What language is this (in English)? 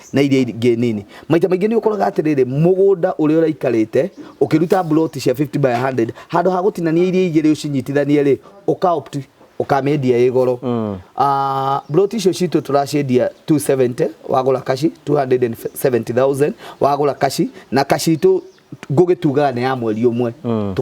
Kikuyu